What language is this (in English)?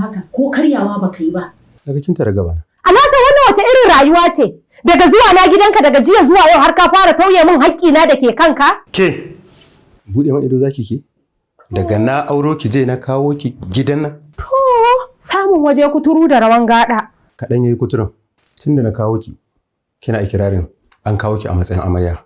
Hausa